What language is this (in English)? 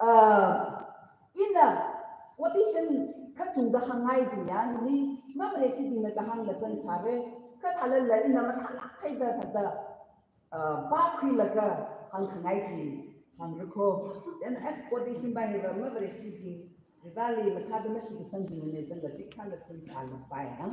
Tangkhul Naga (India)